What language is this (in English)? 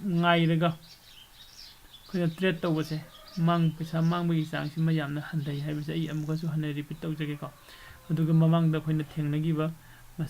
Manipuri